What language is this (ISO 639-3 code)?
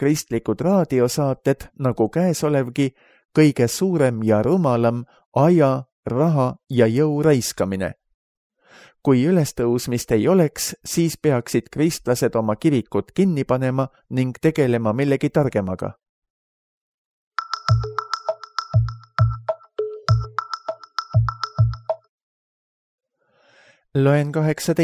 est